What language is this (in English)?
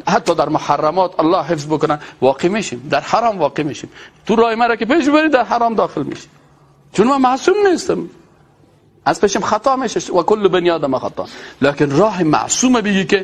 Persian